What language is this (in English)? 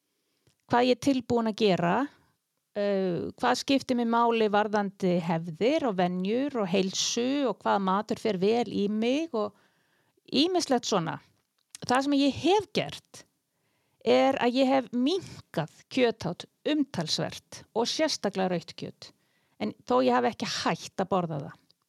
Icelandic